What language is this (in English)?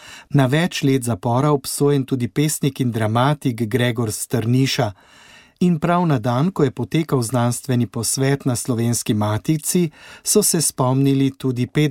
Slovenian